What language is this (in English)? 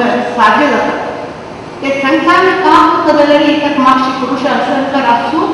Konkani